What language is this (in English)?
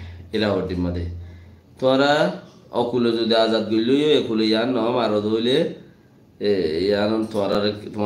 Rohingya